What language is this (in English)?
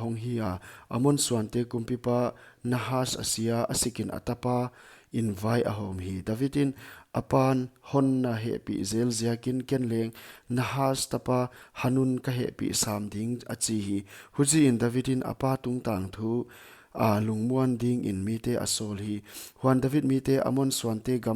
Paite Chin